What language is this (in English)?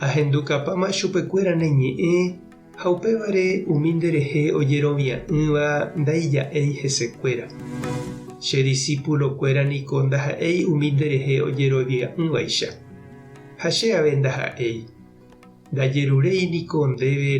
Guarani